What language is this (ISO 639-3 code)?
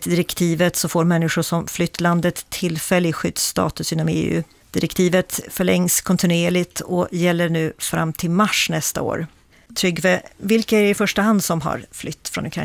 swe